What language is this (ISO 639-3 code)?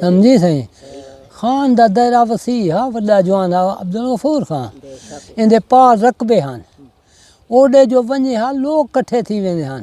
skr